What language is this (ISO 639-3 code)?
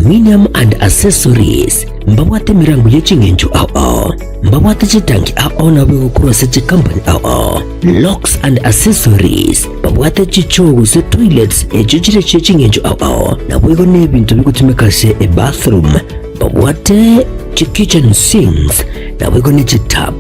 guz